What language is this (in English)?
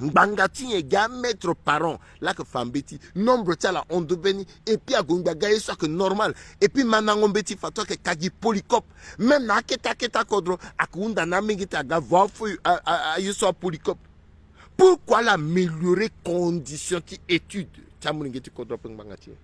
Sango